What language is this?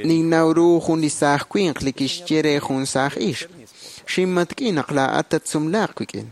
Kekchí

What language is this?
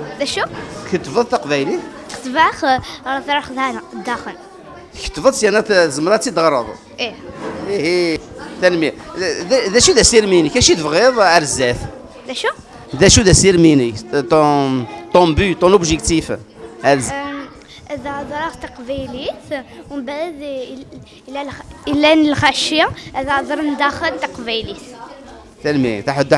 Kabyle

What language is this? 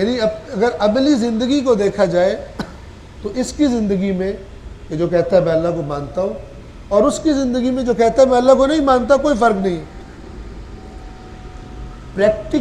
Urdu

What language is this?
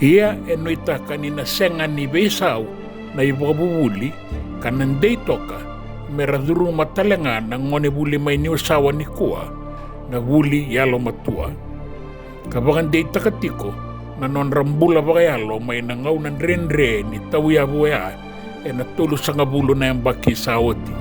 Fijian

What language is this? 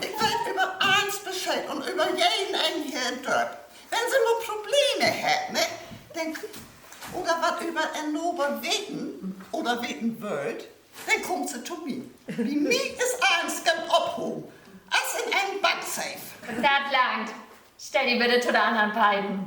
Low German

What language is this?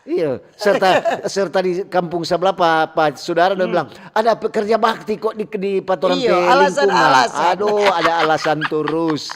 Manado Malay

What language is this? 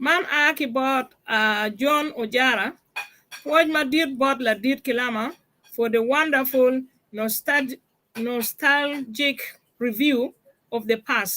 Acoli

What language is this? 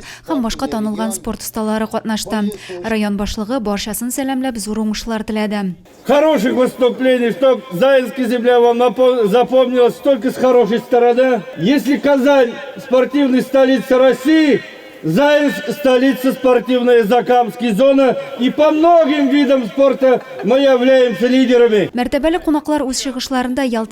Tatar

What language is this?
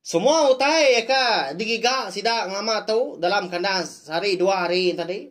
Iban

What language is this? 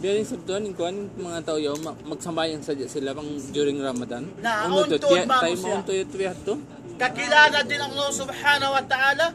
Tausug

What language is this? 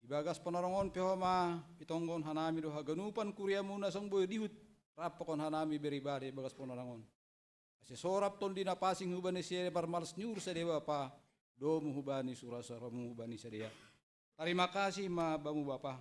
Batak Simalungun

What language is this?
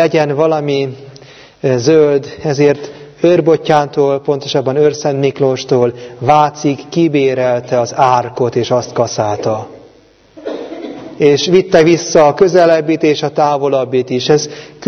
Hungarian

